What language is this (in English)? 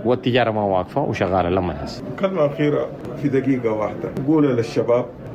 Sudanese Arabic